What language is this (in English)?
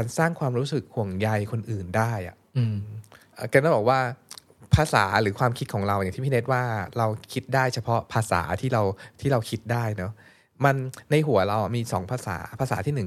Thai